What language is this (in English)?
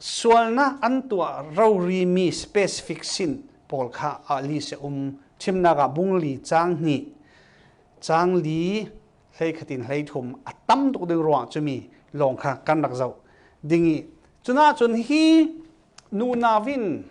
Falam Chin